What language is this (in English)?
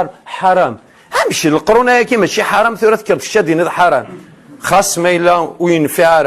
Kabyle